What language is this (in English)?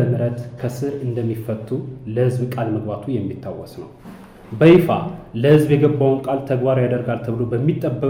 Amharic